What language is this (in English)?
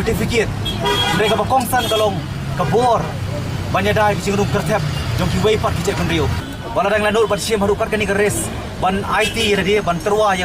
Khasi